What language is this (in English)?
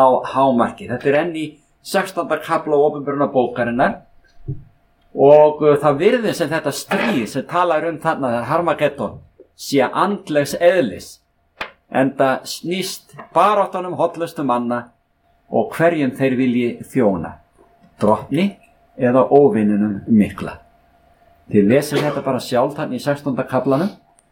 Icelandic